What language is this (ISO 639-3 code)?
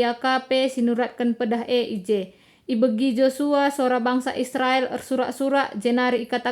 btx